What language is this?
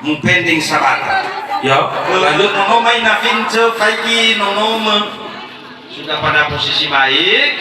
Nias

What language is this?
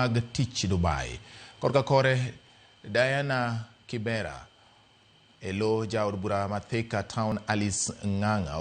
Luo (Kenya and Tanzania)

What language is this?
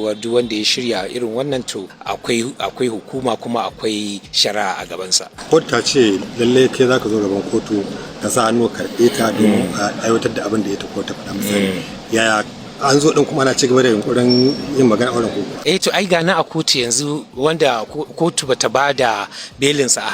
Hausa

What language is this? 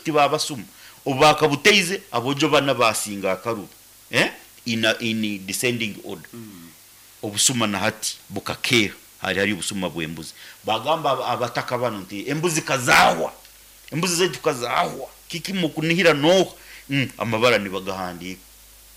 Nyankole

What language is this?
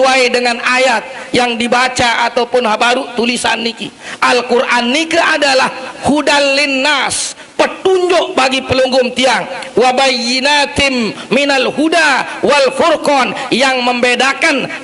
Sasak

